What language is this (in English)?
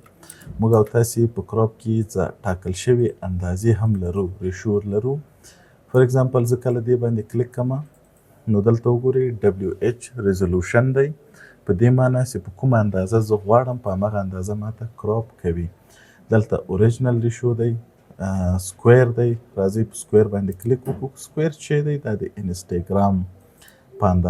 Pashto